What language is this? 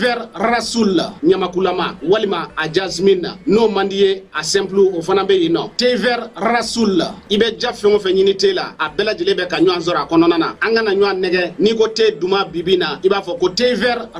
Bambara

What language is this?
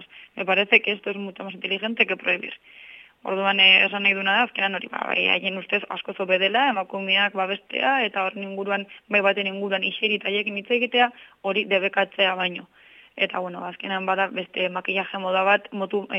Basque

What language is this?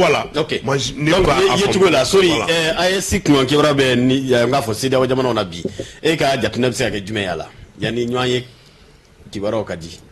Bambara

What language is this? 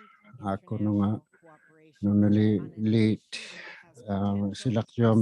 Inuktitut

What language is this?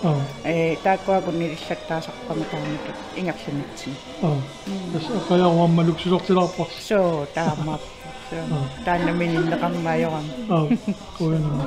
Kalaallisut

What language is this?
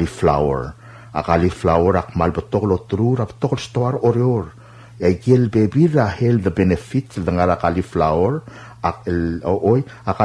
Palauan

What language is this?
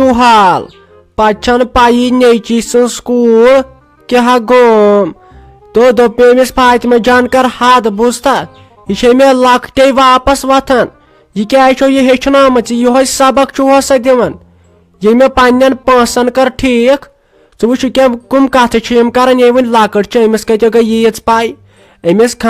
Kashmiri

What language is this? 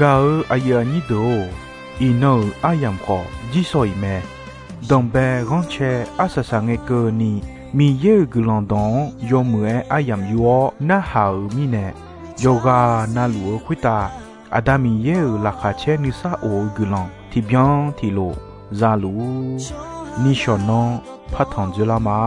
Akha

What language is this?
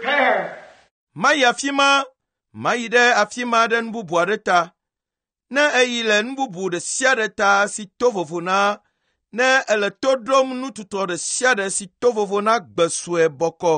Ewe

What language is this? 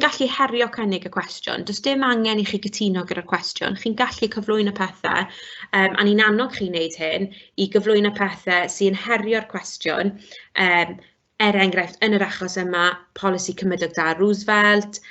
Welsh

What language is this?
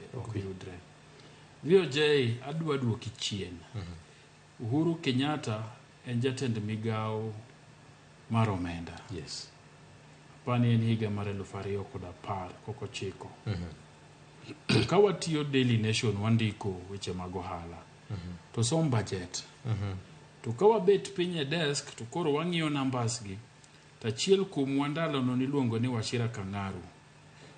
Luo (Kenya and Tanzania)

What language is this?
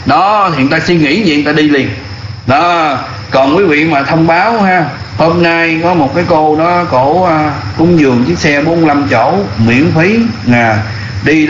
Vietnamese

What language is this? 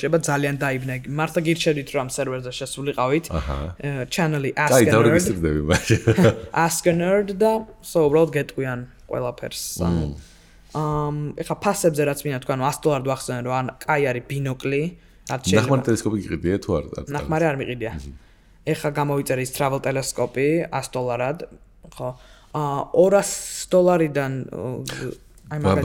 Georgian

